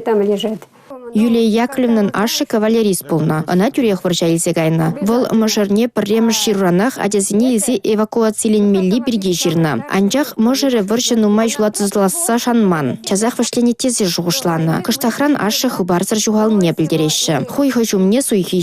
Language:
Chuvash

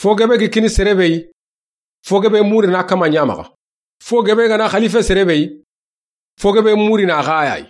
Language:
Soninke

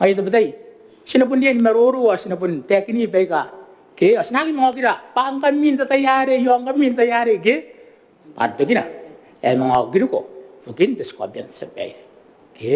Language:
Gilbertese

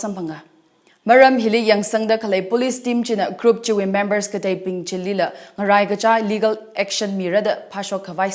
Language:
Tangkhul Naga (India)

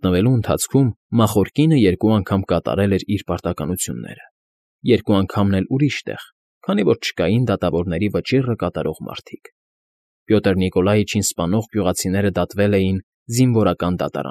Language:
Armenian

